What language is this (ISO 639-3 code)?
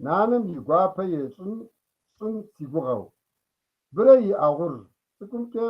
kbd